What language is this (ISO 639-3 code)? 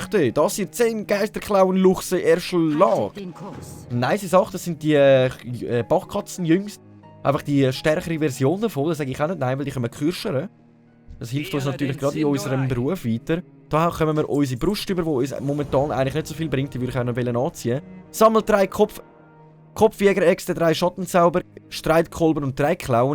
gsw